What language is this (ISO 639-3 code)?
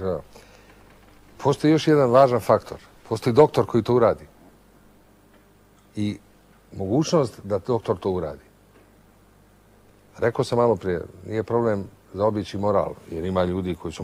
srp